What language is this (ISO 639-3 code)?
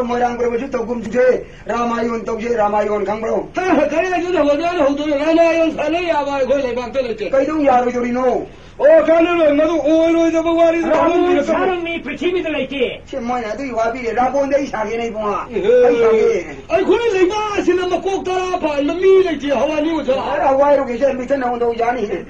mni